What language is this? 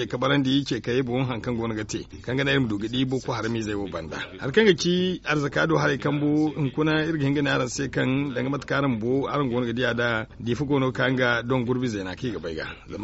Zarma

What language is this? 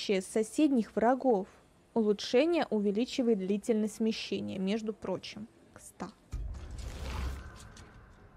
Russian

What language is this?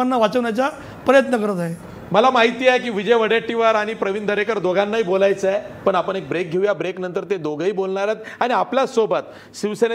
Marathi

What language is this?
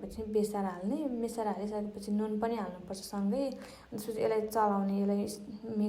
Nepali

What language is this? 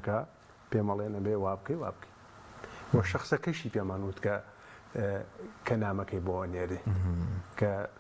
Central Kurdish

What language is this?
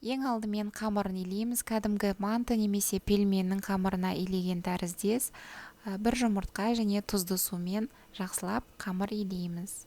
Kazakh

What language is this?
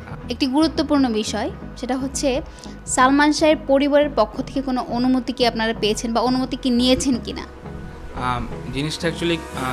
Bangla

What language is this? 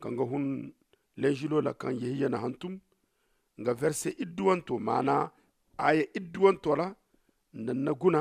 Zarma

